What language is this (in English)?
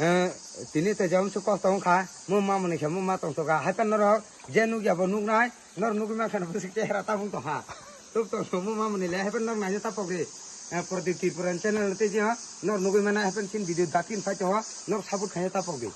Kok Borok